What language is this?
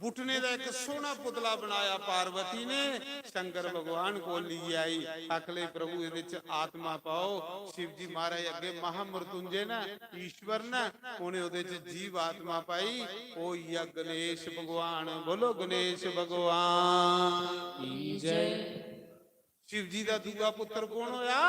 Dogri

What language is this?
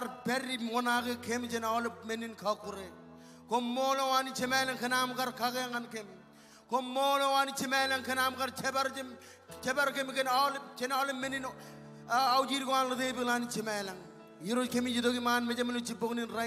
Marshallese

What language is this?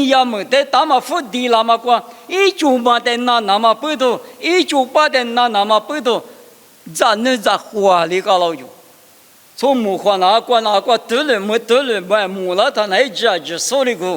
Lisu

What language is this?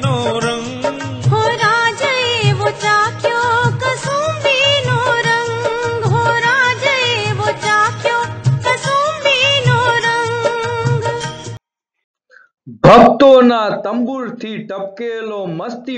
Gujarati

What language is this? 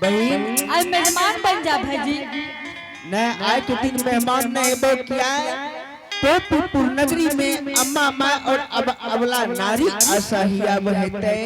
Angika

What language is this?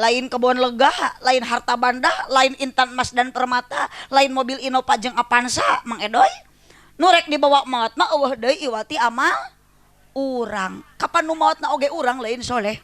Sundanese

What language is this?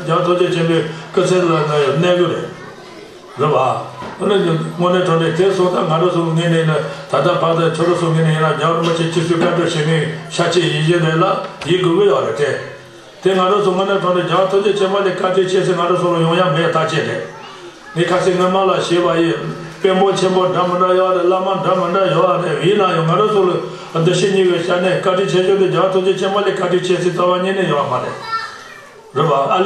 Tibetan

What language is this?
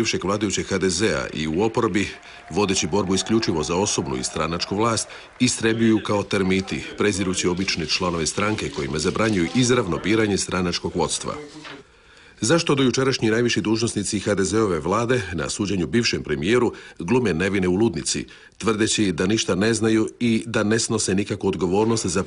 Croatian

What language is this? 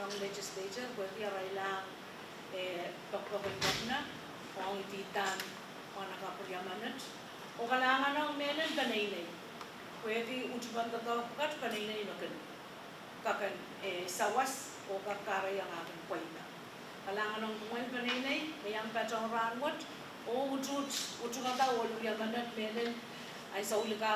Pohnpeian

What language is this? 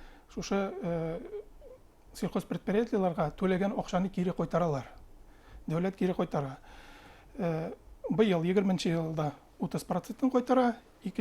Bashkir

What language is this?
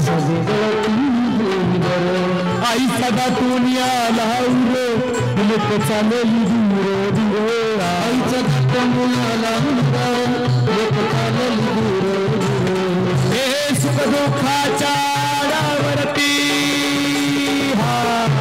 Marathi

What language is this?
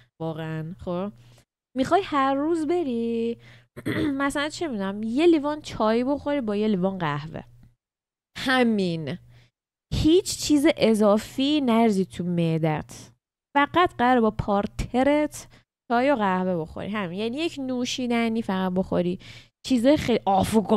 Persian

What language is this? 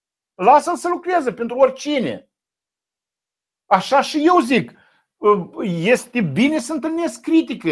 Romanian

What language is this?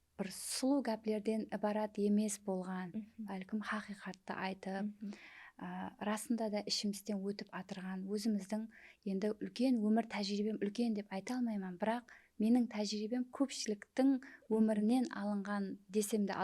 Kara-Kalpak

